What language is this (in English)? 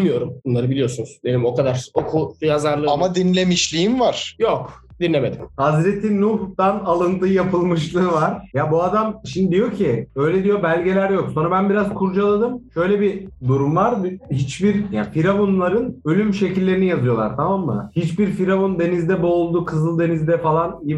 Turkish